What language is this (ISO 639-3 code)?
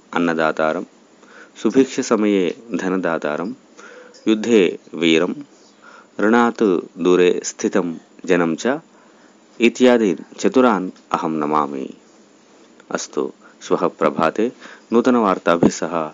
san